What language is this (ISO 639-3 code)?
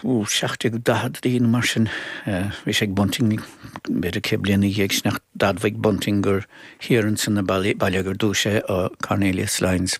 gle